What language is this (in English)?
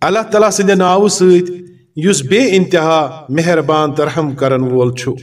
Kashmiri